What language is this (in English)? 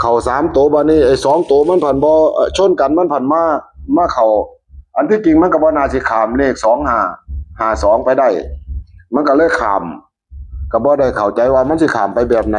Northeastern Thai